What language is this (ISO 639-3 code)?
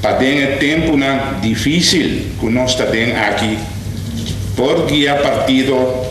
pap